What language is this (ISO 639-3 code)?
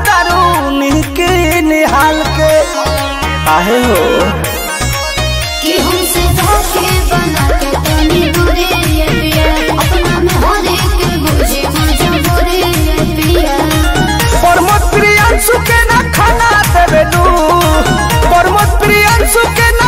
bho